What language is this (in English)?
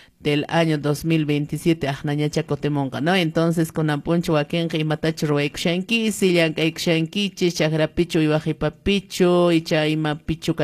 Quechua